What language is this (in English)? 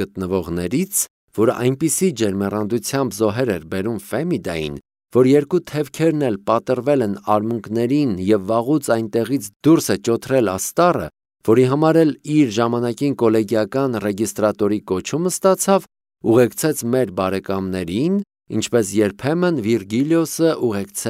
Armenian